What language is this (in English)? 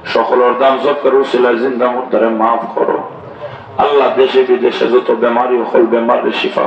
Sylheti